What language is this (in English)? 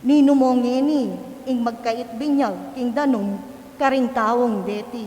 Pampanga